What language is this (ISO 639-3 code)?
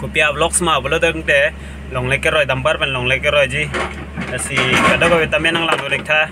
mjw